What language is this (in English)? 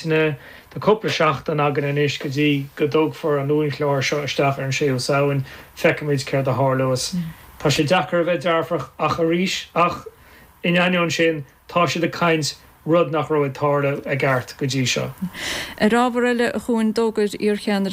Irish